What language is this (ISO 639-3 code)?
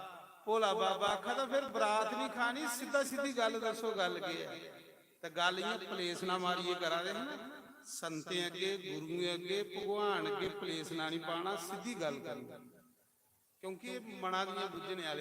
doi